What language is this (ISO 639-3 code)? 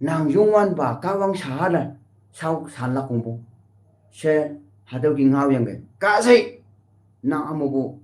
nbe